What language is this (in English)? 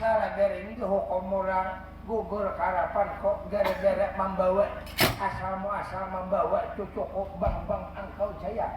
Banjar